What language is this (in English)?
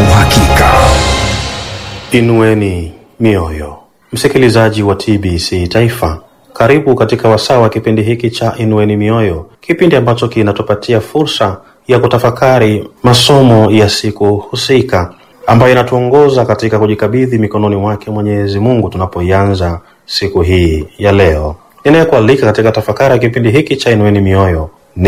Swahili